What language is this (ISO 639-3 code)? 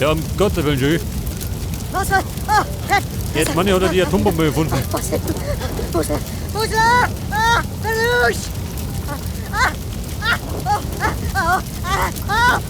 bar